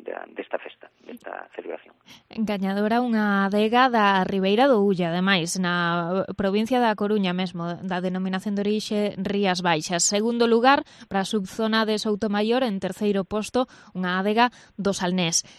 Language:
Galician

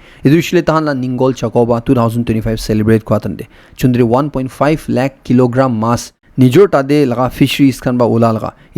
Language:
Naga Pidgin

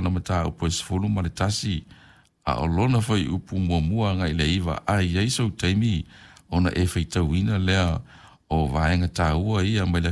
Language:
Samoan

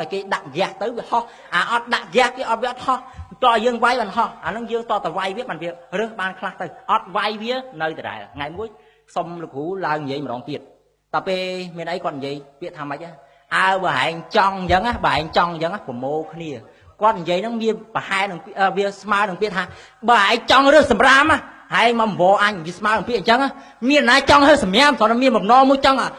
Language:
Khmer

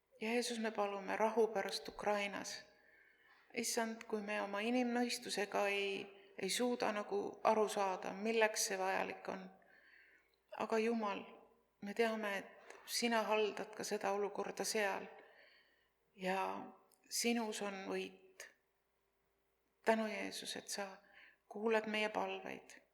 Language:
Estonian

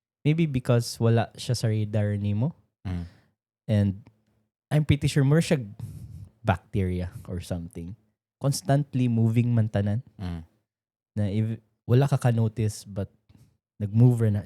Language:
Cebuano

